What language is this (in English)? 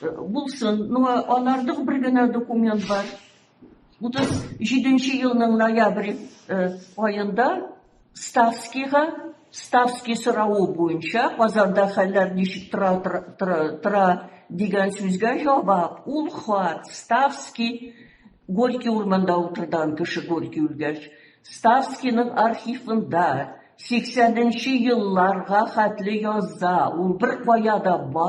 Tatar